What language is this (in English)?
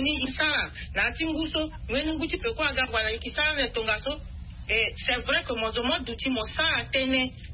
Sango